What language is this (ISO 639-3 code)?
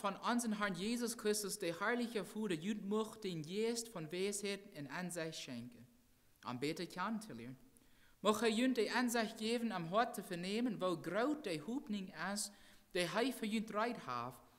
pdt